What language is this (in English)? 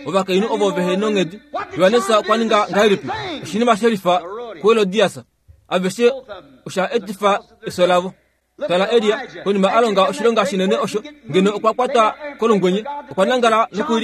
Kuanyama